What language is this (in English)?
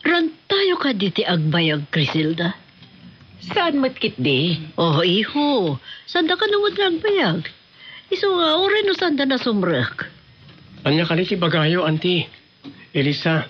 Iloko